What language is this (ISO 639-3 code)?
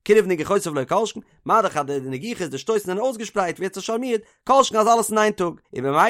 yid